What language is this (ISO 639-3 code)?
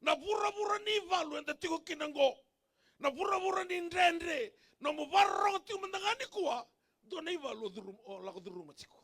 fij